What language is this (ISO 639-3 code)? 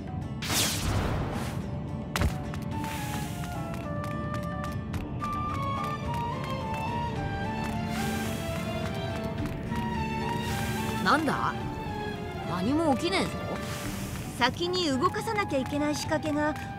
jpn